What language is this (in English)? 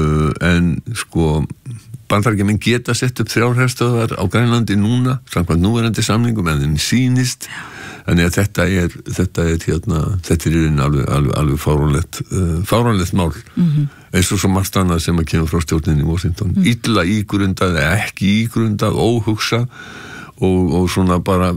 Icelandic